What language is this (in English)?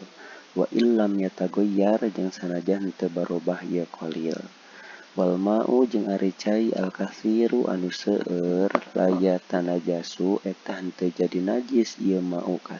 Sundanese